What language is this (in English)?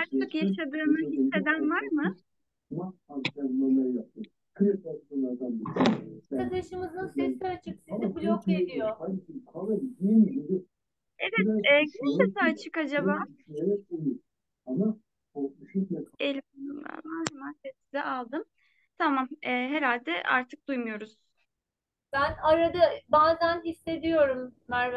Turkish